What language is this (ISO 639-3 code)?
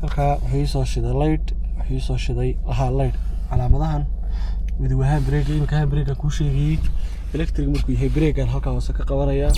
som